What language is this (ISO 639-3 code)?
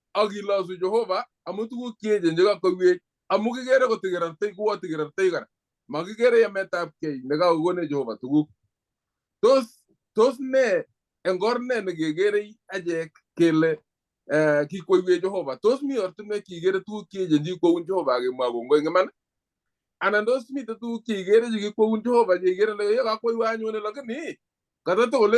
kln